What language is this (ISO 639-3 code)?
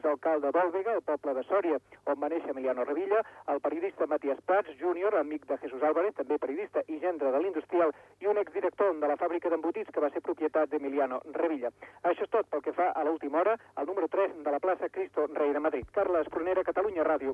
cat